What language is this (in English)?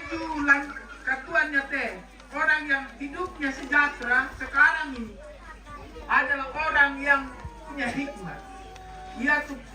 Toraja-Sa'dan